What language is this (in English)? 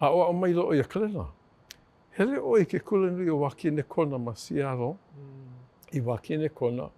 Hawaiian